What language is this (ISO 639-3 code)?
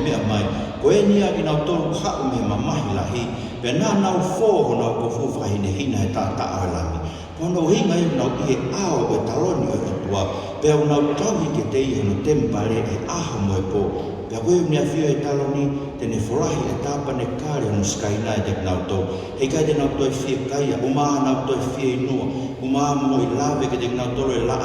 ton